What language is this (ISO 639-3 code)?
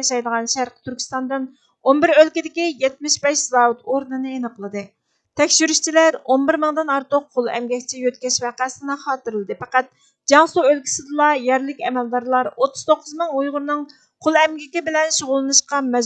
uig